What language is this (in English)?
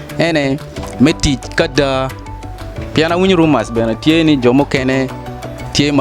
Acoli